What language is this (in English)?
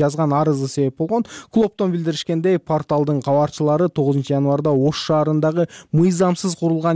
Kyrgyz